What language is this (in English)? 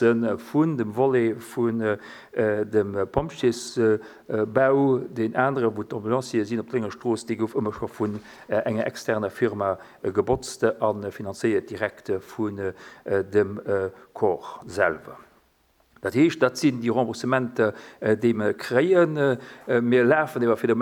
Luxembourgish